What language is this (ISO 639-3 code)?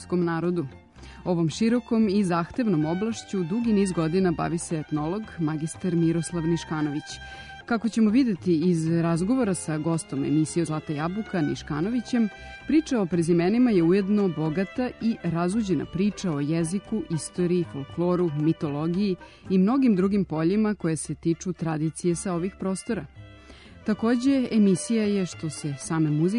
srp